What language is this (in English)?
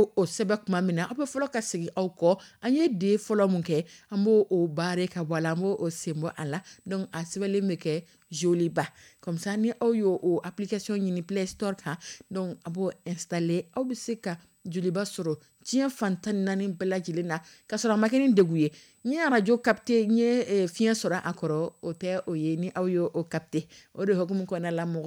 Dyula